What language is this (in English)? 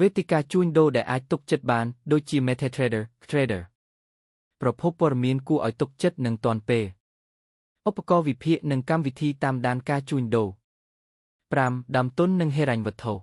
Khmer